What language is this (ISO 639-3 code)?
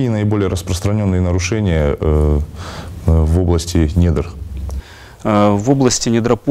rus